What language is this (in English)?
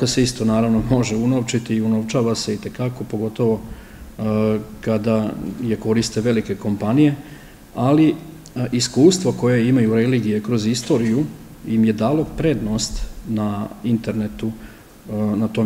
Serbian